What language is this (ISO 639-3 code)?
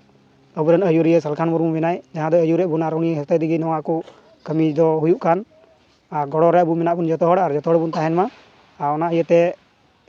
sat